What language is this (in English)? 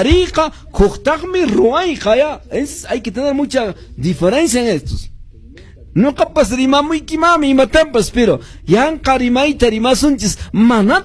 Quechua